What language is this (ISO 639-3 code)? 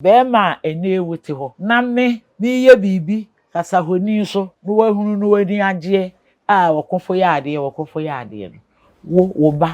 aka